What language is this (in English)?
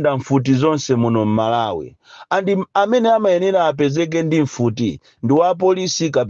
Nyanja